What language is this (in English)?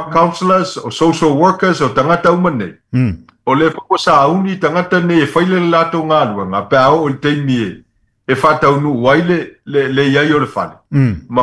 Samoan